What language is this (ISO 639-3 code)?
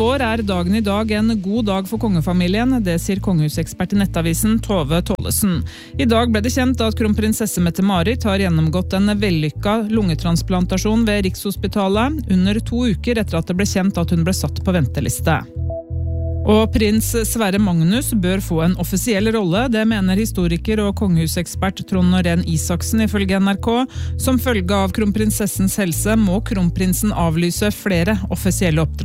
nor